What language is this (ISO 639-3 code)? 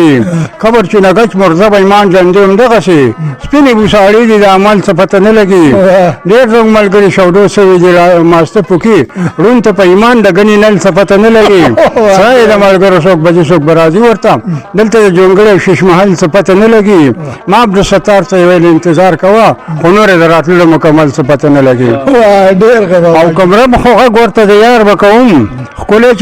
pus